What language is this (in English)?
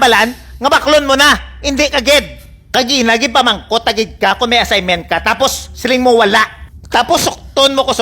Hiligaynon